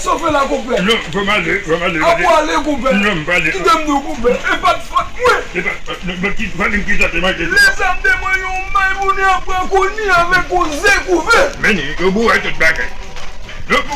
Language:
Haitian Creole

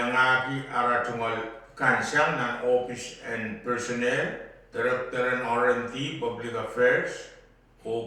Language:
Pohnpeian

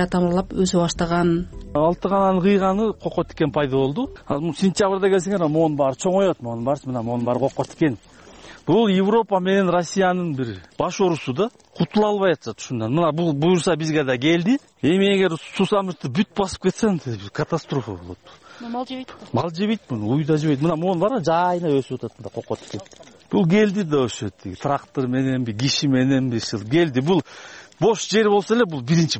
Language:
Kyrgyz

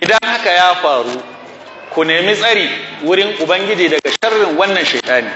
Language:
Hausa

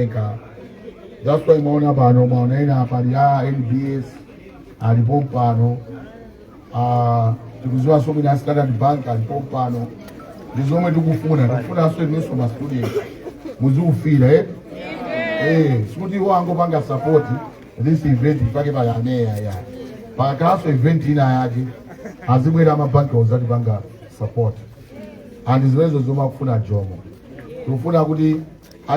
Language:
Nyanja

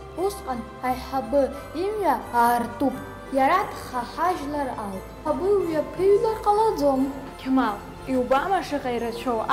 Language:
Abkhazian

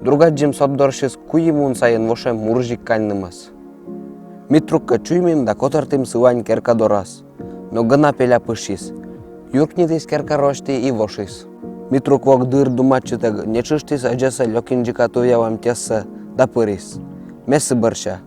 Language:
Komi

